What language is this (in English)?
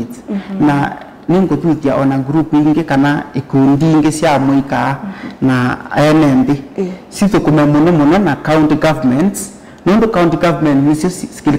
Kamba